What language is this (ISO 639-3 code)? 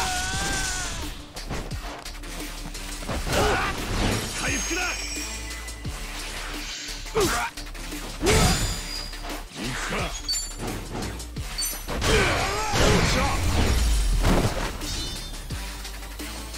jpn